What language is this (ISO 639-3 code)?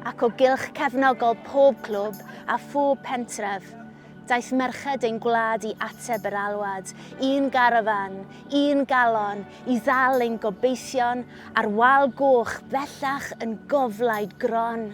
cym